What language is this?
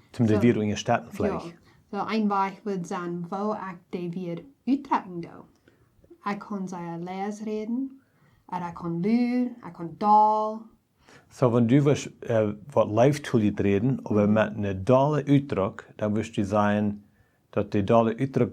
Plautdietsch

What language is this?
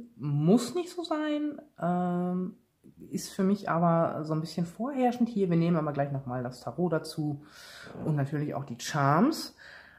German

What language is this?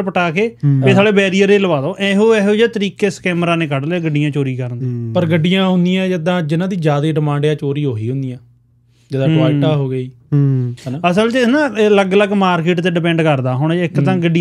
Punjabi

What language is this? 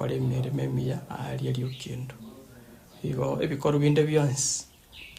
Gusii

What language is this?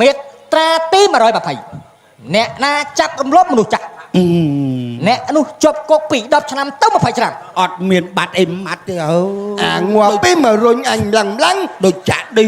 Khmer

